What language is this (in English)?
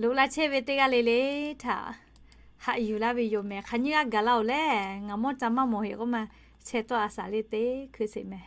Lahu